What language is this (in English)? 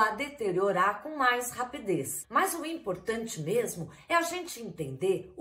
Portuguese